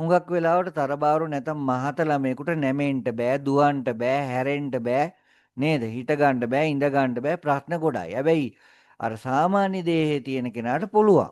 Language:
Sinhala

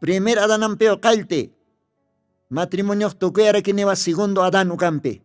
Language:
Aymara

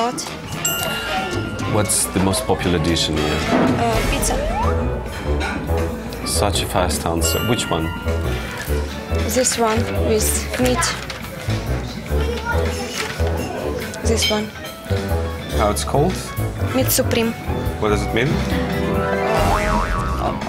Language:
Russian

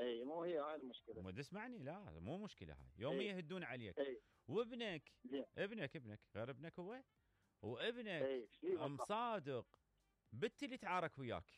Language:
Mesopotamian Arabic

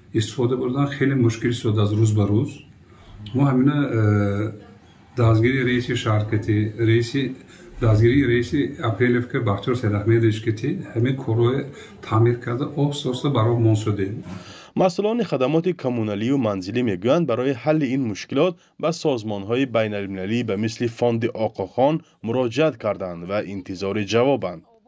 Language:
Tajik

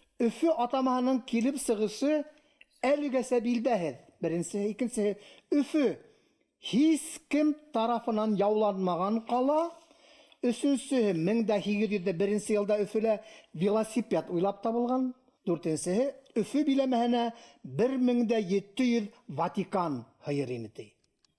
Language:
Bashkir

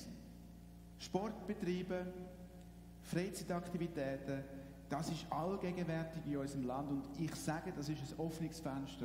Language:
Swiss German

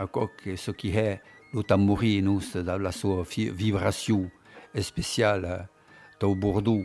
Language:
Occitan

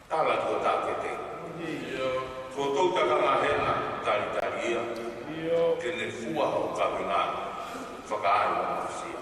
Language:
Tongan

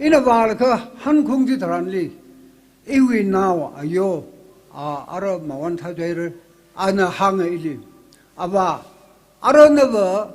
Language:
Tangkhul Naga (India)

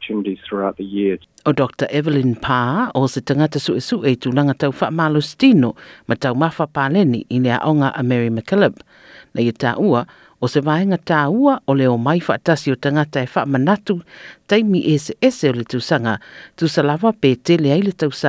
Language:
Samoan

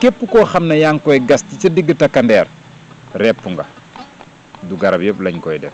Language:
Wolof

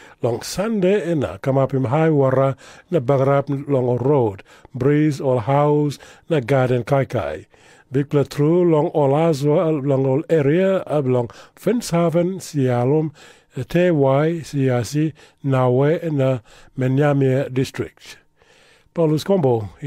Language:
Tok Pisin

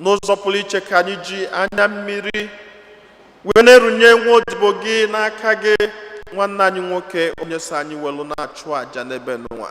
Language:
Igbo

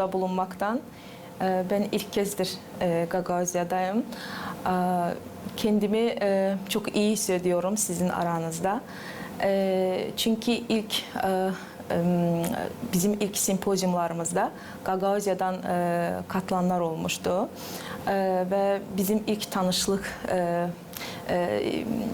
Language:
Gagauz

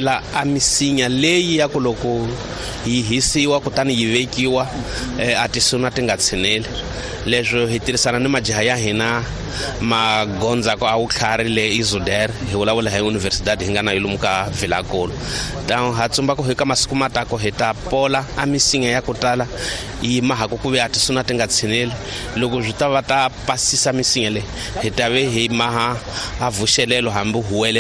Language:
Tsonga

